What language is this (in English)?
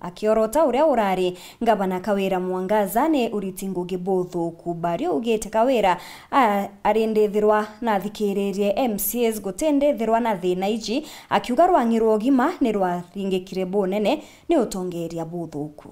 Meru